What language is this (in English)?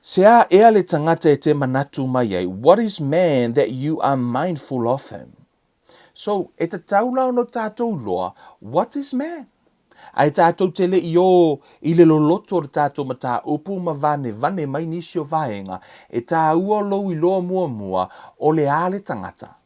Samoan